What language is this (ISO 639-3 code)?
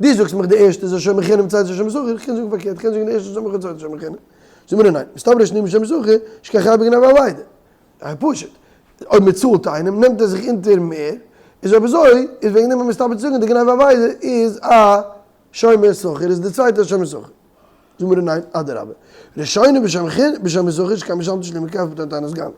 yid